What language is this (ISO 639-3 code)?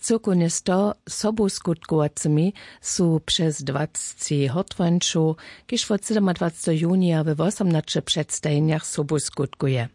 hsb